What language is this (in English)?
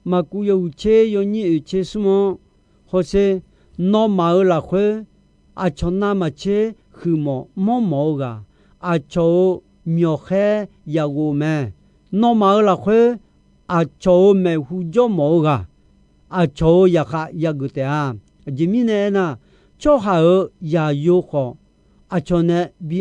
Akha